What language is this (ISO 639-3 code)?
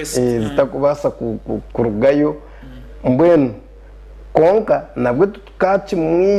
nyn